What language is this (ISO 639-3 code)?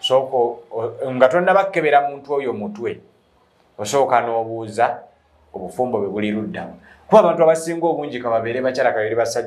lug